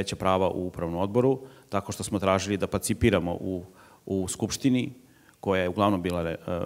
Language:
Serbian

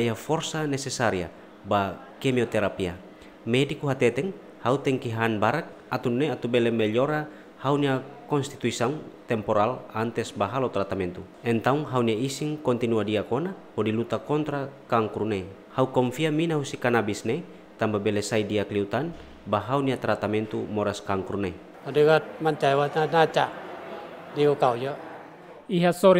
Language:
Tetum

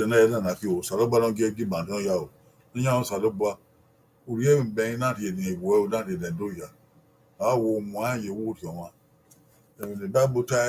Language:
Bini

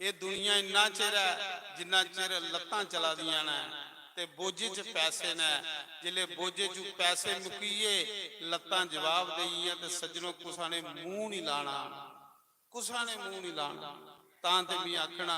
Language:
Dogri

